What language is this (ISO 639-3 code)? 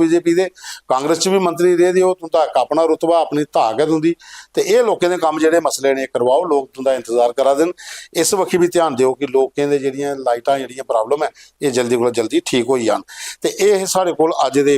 doi